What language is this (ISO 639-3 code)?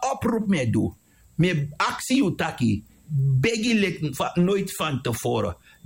srn